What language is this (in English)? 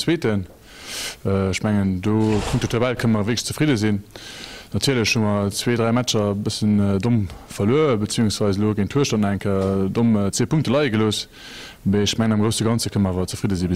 Luxembourgish